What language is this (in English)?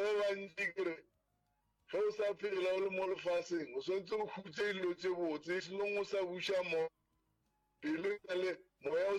Northern Sotho